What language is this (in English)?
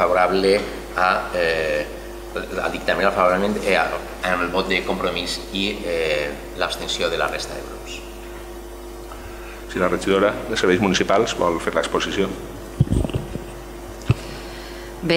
Catalan